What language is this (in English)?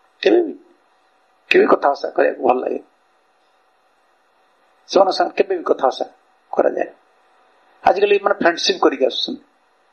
Odia